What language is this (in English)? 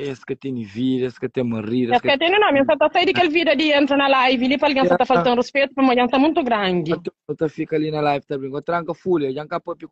Kabuverdianu